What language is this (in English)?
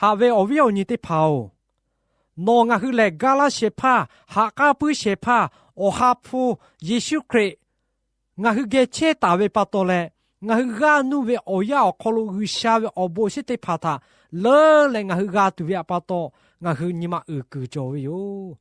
Lahu